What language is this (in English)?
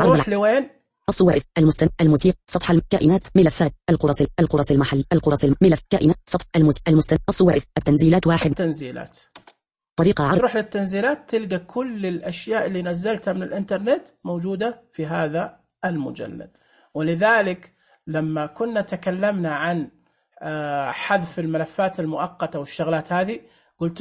Najdi Arabic